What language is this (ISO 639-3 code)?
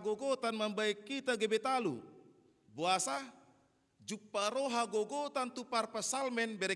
bbc